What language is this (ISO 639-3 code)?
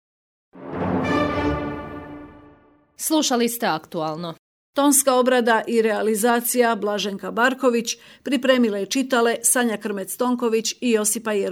hrv